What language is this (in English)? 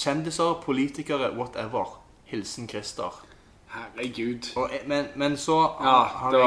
Norwegian